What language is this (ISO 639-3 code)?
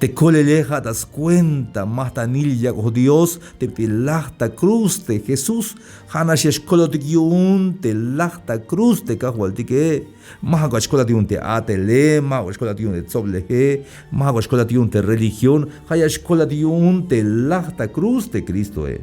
tzh